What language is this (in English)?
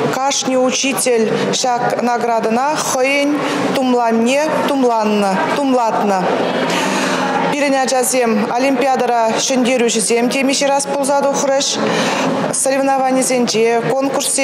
Chuvash